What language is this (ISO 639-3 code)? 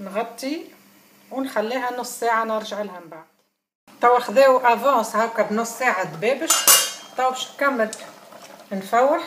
aeb